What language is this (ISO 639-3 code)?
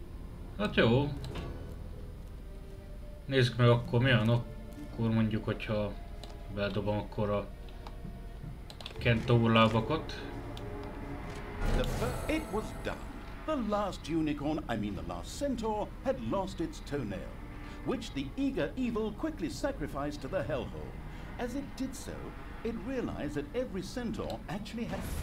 hun